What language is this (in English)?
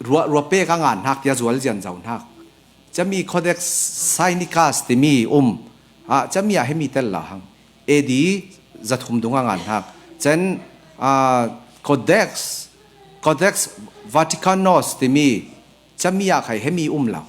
Falam Chin